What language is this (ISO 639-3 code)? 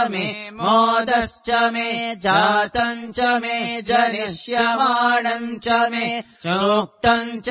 san